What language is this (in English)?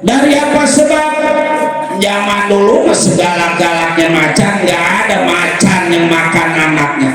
Betawi